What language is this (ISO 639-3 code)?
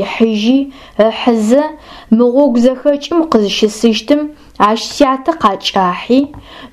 ady